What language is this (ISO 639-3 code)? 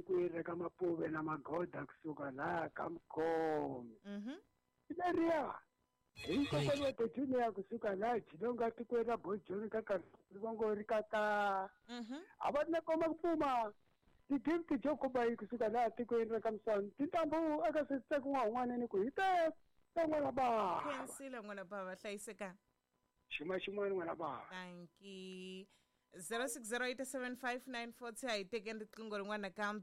tso